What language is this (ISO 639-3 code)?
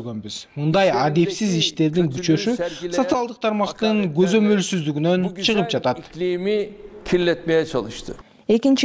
kir